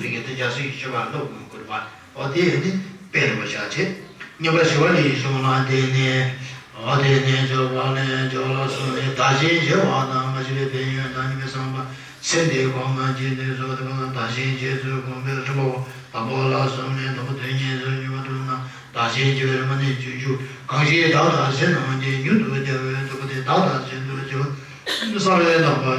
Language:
Tibetan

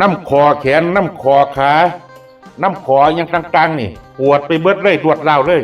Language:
Northeastern Thai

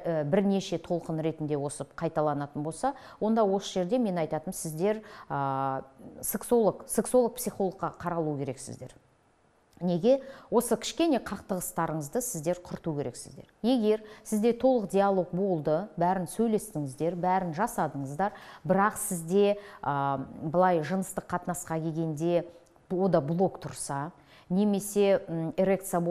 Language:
Kazakh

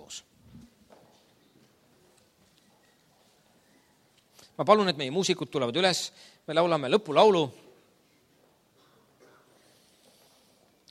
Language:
Estonian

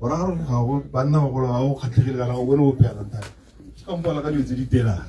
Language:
Tswana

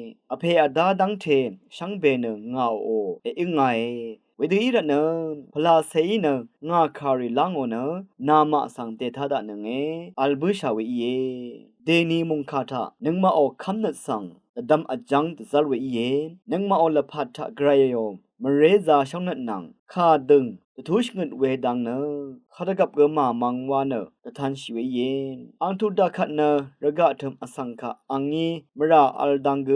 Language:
Rawang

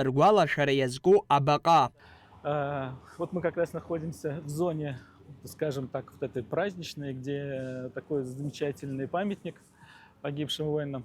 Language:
Abkhazian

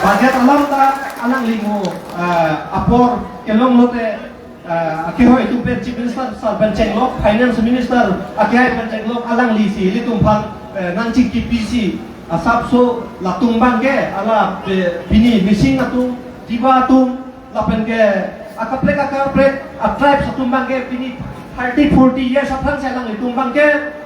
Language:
Karbi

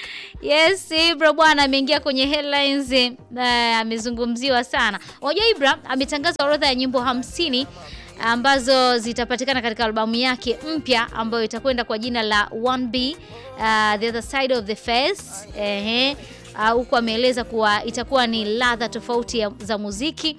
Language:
Swahili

